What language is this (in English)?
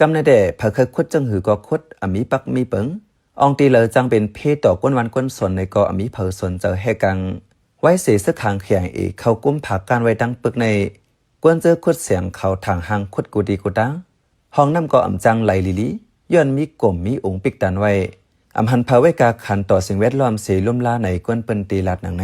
Shan